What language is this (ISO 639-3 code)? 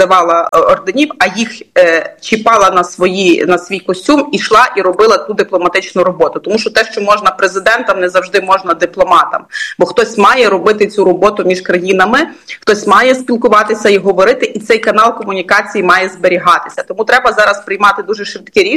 ukr